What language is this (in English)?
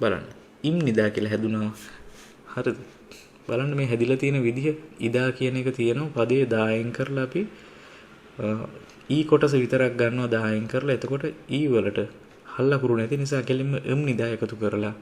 Sinhala